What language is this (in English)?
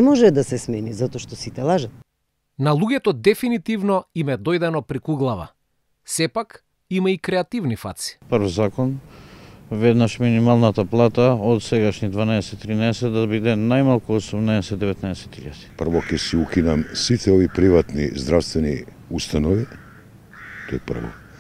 Macedonian